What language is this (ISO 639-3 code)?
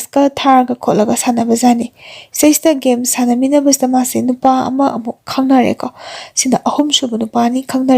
mni